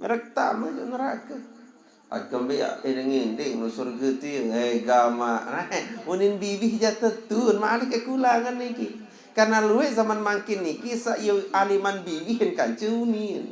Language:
Sasak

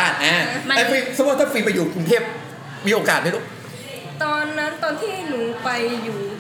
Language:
Thai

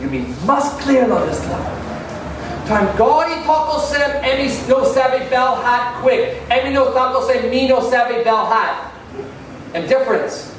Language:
Tok Pisin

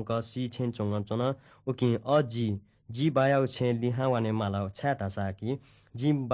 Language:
Newari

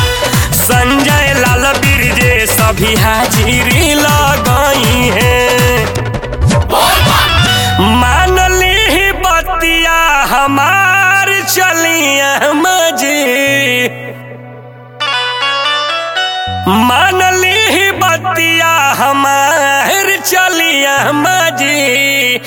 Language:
Bhojpuri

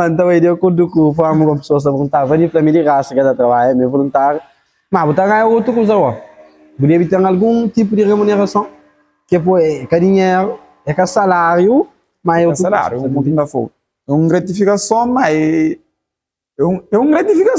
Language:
Kabuverdianu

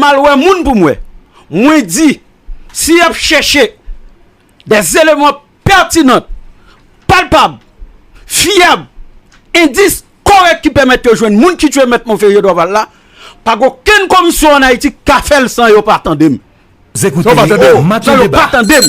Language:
Haitian Creole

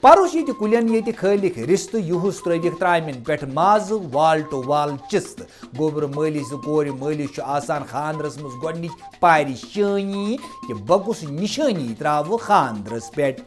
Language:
Kashmiri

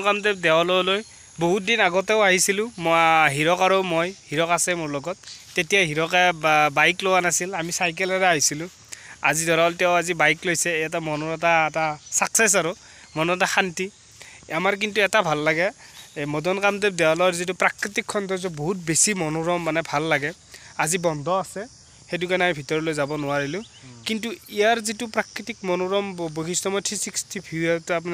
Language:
Assamese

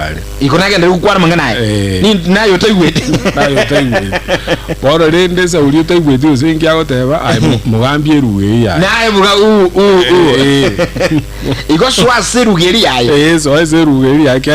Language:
Gusii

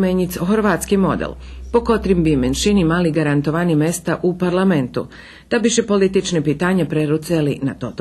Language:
Rusyn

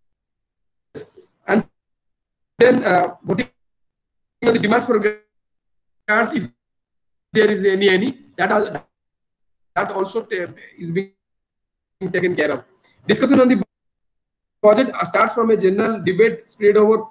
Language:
English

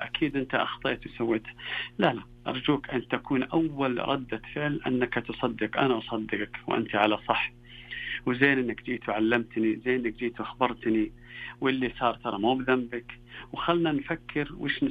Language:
Najdi Arabic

